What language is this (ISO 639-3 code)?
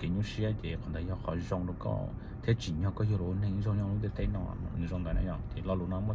hmn